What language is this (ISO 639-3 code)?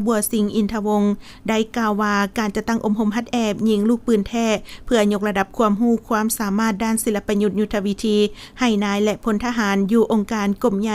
lao